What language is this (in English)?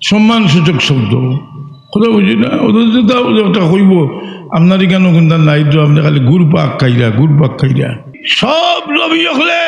Sylheti